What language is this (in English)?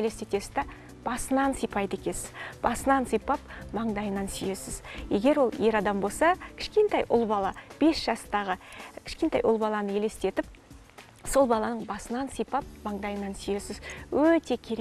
Kazakh